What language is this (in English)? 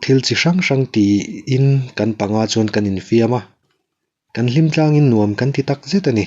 Mizo